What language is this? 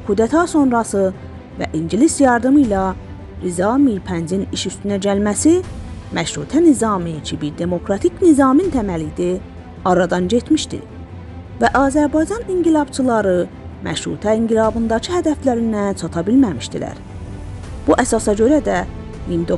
South Azerbaijani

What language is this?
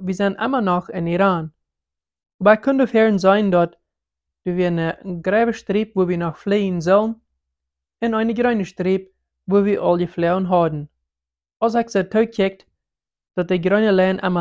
Plautdietsch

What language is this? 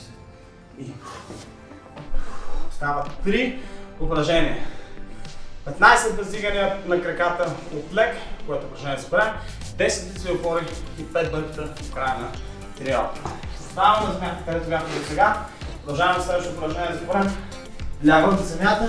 Bulgarian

